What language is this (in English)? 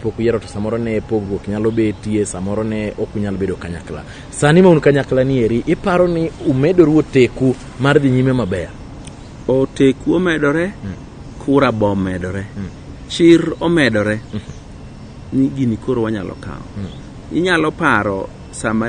Luo (Kenya and Tanzania)